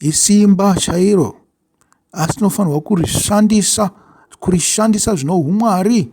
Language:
Shona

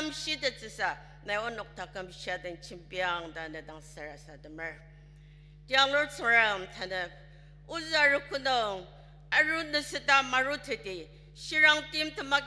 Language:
Ao Naga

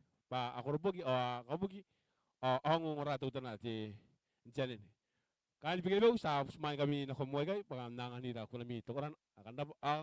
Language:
Gilbertese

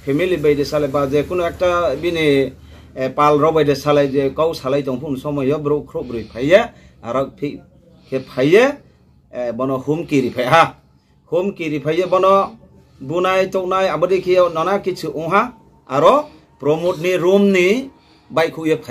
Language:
Riang (India)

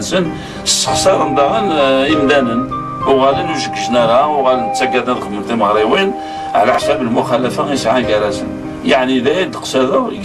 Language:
Kabyle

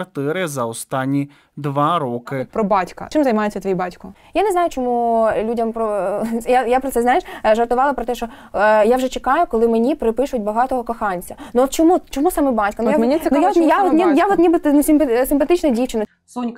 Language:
Ukrainian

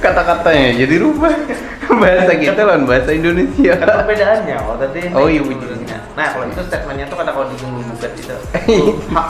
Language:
Banjar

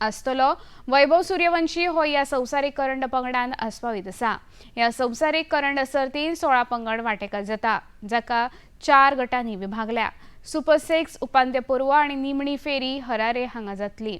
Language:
Konkani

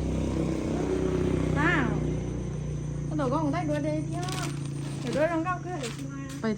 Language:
Lao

